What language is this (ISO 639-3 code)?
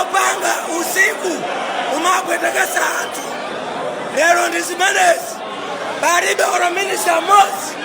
nya